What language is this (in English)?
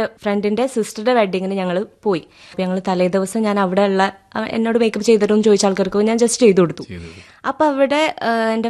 Malayalam